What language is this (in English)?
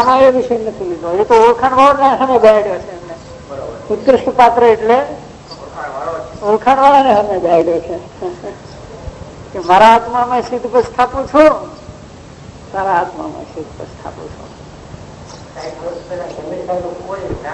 Gujarati